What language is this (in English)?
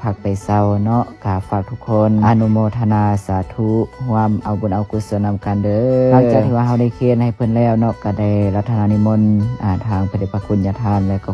Lao